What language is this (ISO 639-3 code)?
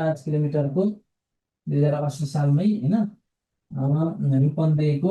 nep